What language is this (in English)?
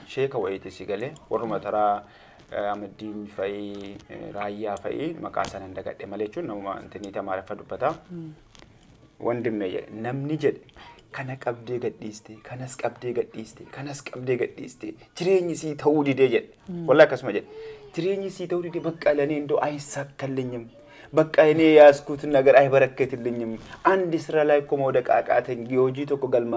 Oromo